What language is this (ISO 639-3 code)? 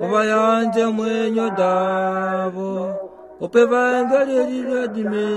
kua